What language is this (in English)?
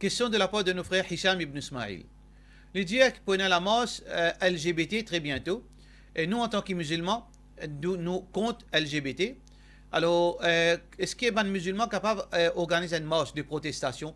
Morisyen